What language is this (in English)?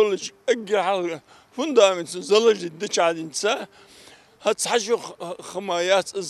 Ingush